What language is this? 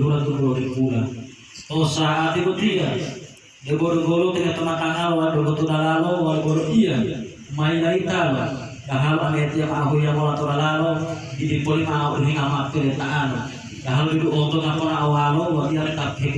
Gorontalo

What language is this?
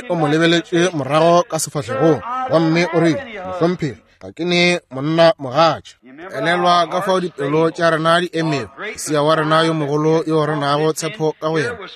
Northern Sotho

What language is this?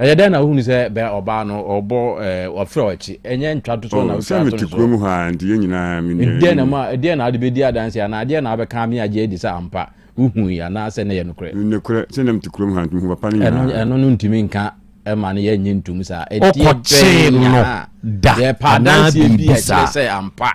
Akan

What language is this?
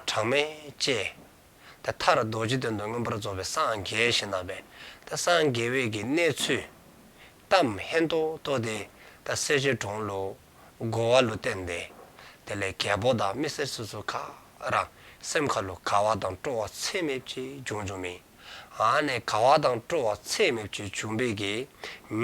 Dzongkha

